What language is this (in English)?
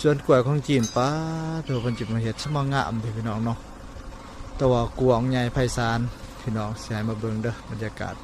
Lao